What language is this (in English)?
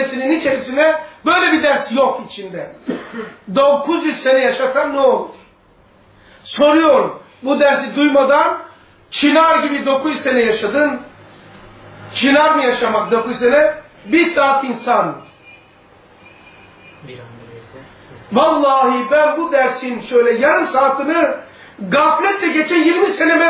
Turkish